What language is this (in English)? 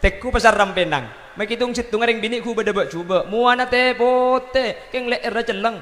Madurese